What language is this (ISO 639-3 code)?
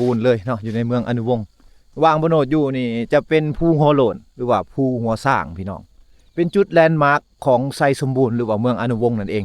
lao